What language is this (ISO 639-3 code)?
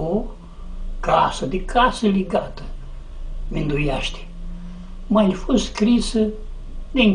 rup